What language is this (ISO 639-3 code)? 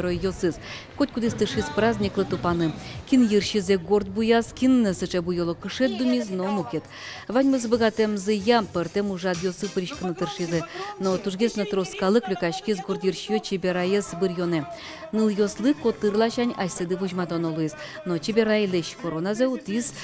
udm